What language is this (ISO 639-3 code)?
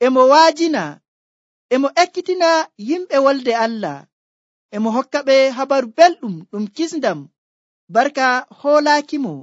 fuv